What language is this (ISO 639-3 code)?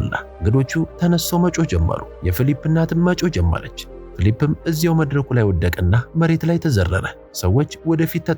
amh